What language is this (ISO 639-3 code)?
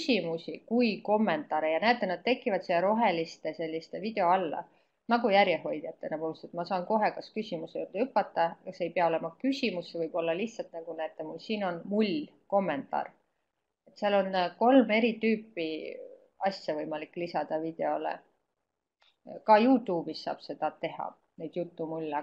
est